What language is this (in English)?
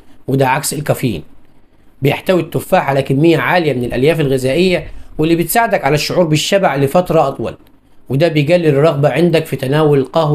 Egyptian Arabic